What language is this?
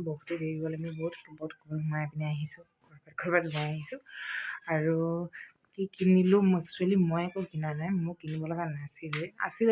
Assamese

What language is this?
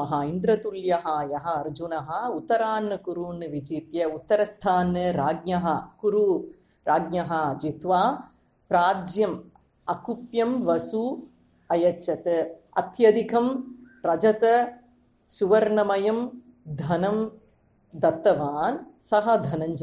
Sanskrit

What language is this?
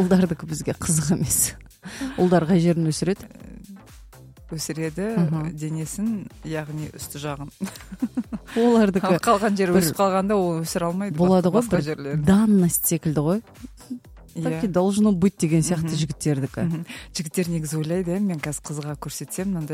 Kazakh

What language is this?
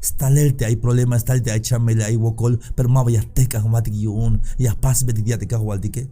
Tzeltal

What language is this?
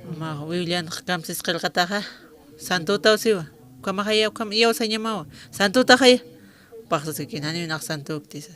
Aymara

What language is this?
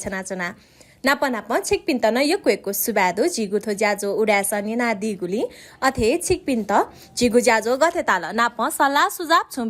Newari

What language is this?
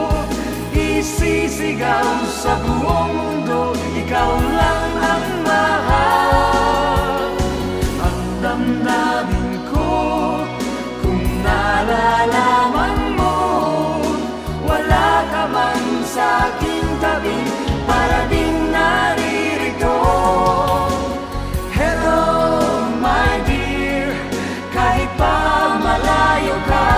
Filipino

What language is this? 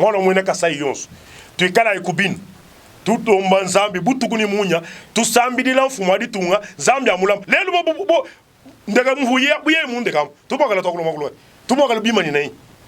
Luba-Lulua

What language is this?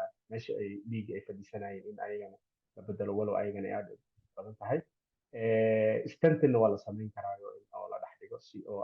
Somali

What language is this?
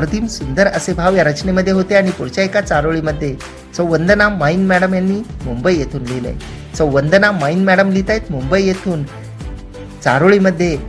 Marathi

